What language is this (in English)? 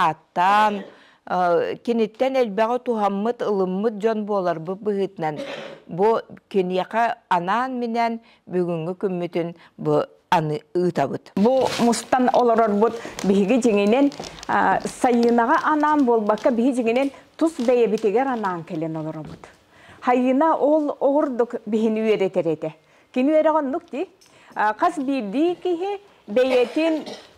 Yakut